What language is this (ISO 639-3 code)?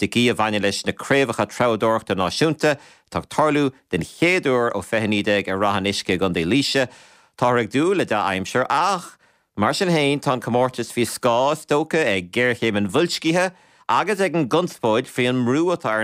gle